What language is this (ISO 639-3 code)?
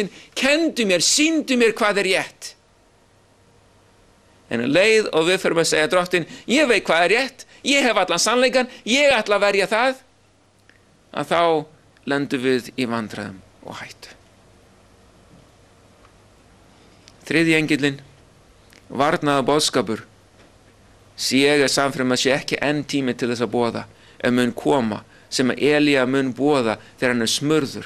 isl